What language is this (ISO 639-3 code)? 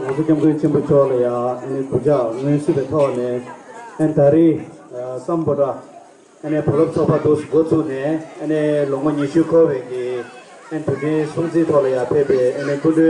bod